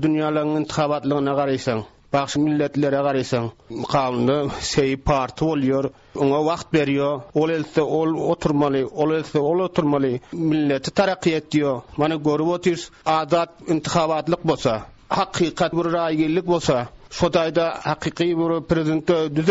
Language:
Turkmen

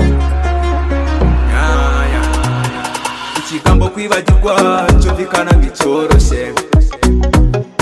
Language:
Kinyarwanda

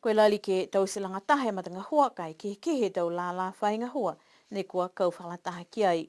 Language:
Niuean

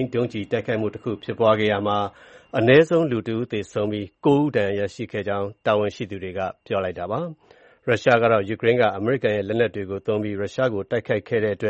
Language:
Burmese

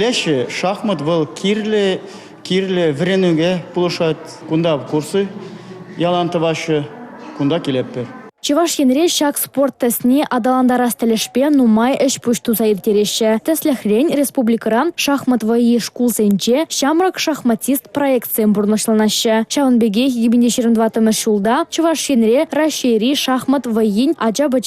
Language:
Chuvash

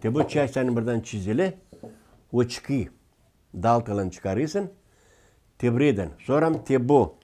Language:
Gagauz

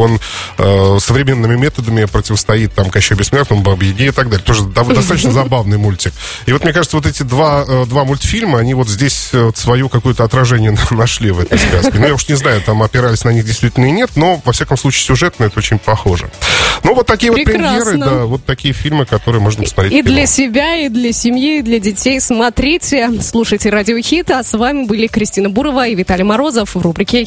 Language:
Russian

